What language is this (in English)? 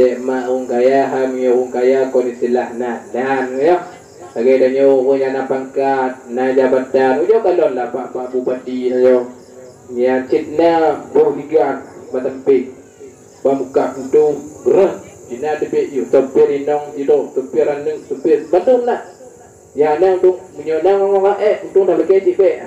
Achinese